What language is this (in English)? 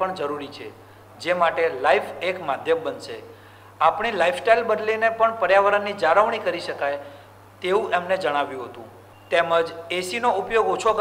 Gujarati